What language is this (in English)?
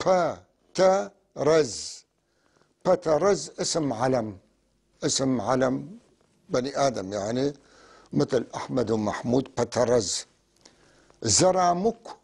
North Levantine Arabic